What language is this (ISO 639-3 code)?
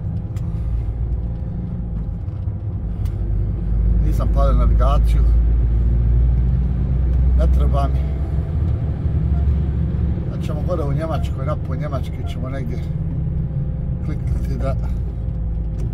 hrv